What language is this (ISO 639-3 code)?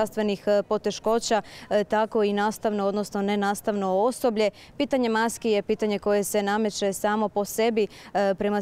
hrv